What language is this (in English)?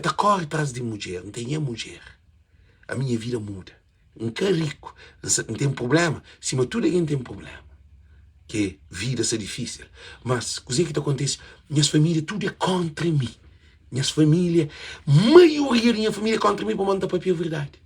Kabuverdianu